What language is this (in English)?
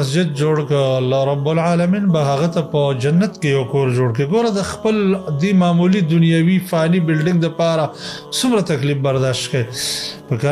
Pashto